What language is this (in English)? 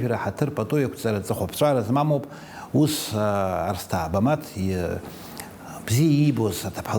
Abkhazian